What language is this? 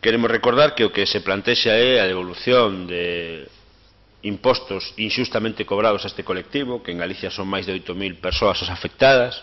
Galician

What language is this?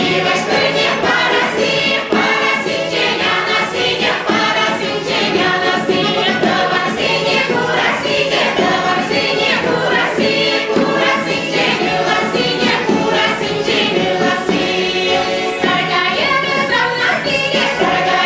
Chuvash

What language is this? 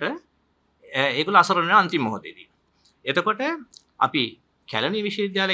Sinhala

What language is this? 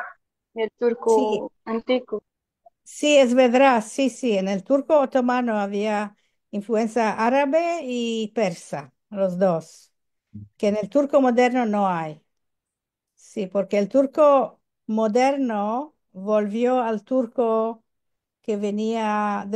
Ladino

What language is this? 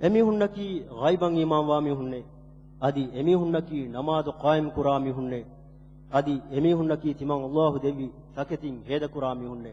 Divehi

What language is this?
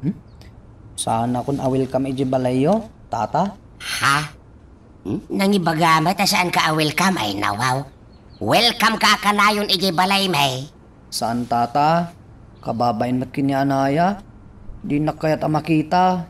Iloko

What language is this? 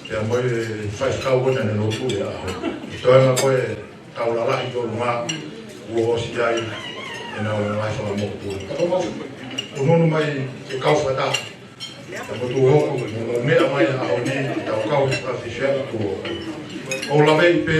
Tongan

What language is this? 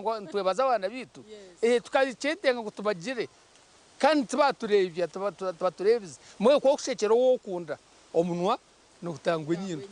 Nyankole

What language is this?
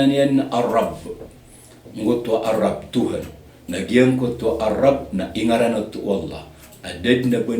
Maranao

